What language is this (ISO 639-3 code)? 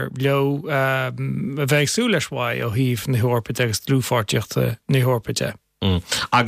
gle